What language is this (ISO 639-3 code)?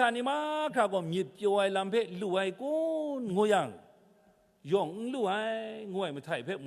kac